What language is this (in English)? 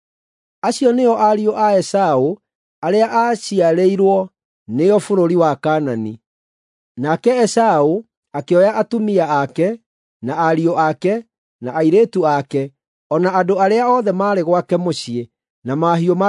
Kikuyu